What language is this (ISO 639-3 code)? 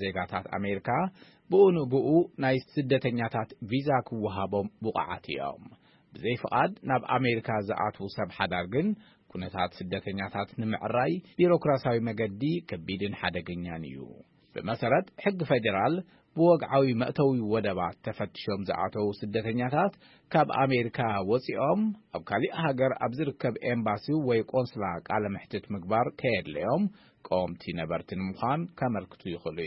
tir